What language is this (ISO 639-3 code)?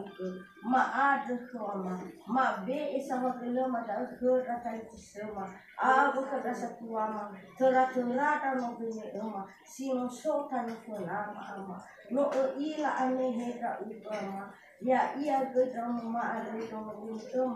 nia